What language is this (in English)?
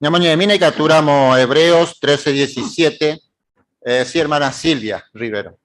Guarani